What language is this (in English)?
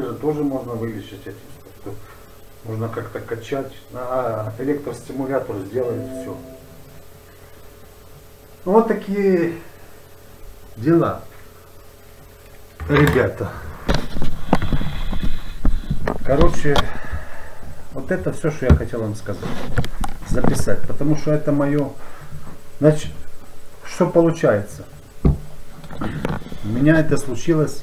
Russian